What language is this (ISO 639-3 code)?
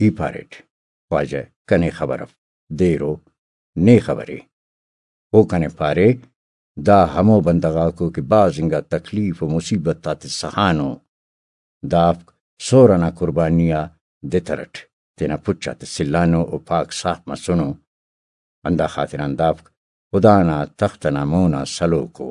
brh